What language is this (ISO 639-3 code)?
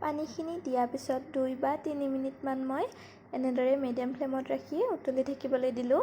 asm